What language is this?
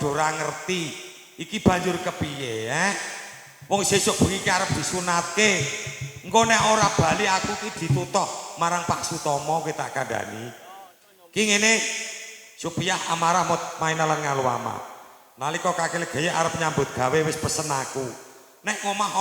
Javanese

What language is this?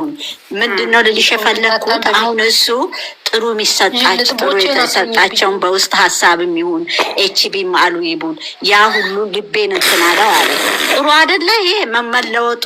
Amharic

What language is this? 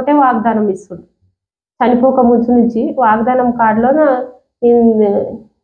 Telugu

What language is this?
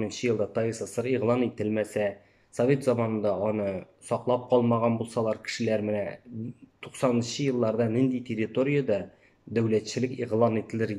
Tatar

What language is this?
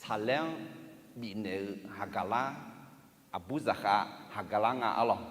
Akha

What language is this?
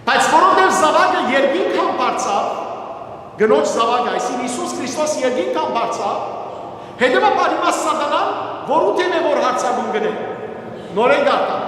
Western Armenian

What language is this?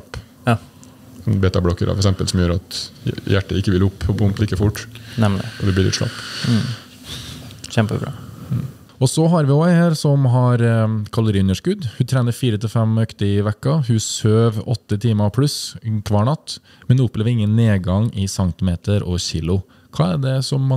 Norwegian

